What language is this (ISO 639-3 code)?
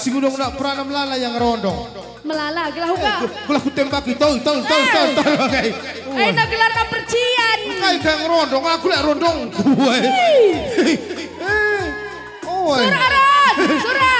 btx